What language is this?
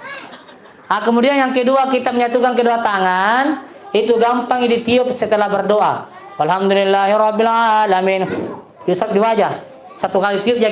Makasar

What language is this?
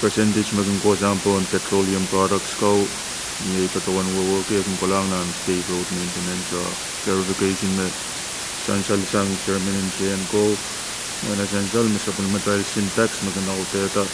Pohnpeian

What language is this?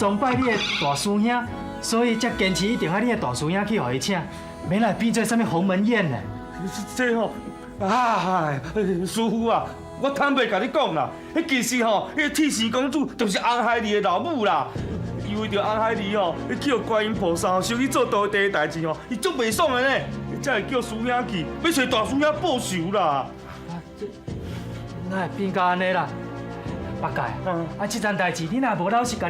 Min Nan Chinese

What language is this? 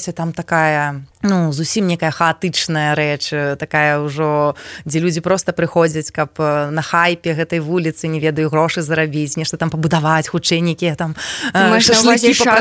Belarusian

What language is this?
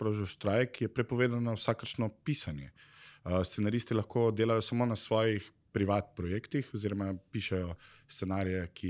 Slovenian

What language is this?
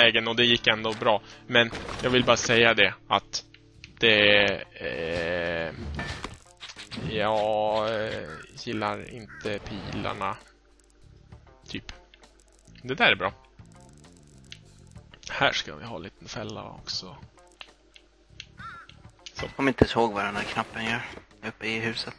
Swedish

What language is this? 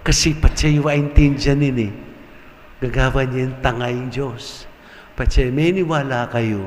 Pampanga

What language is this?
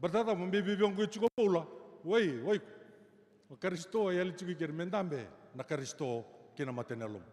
Fijian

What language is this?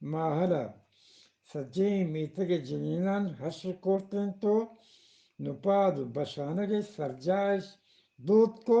Eastern Balochi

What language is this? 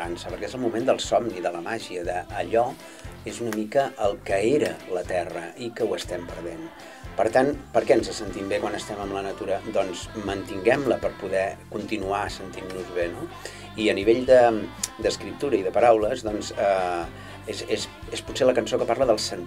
Catalan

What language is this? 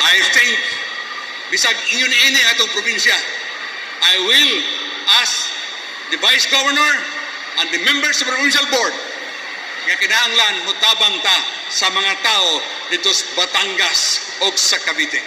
Cebuano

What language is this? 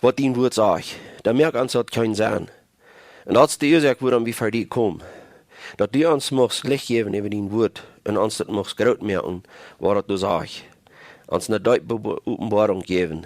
Plautdietsch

